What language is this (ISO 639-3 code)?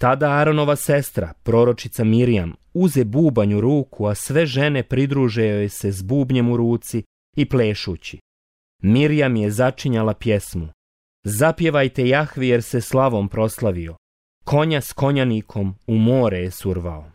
bos